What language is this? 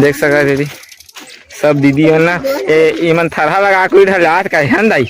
Chhattisgarhi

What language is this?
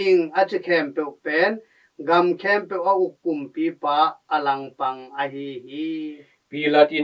Tedim Chin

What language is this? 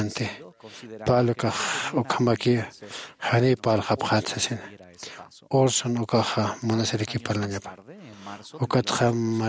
Aymara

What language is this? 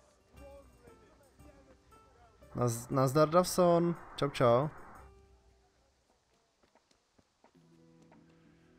Czech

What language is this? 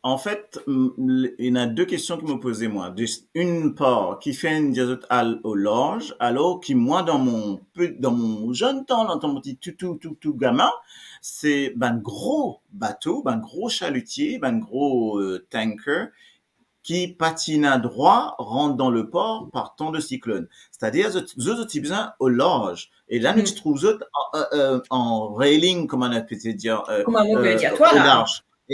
Morisyen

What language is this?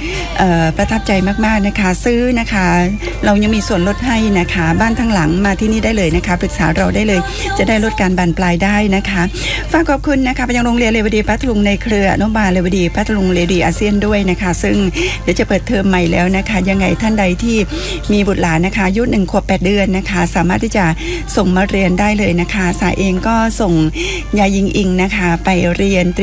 Thai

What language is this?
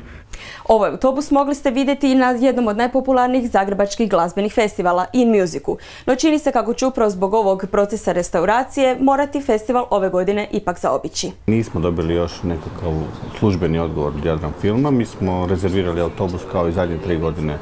Croatian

